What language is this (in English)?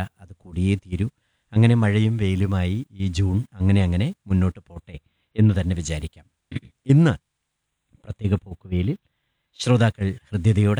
Malayalam